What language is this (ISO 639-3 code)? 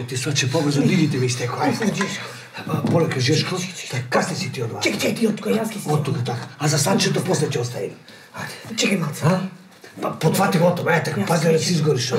mkd